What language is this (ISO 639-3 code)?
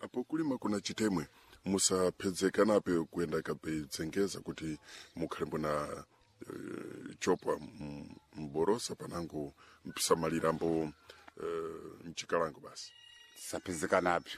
seh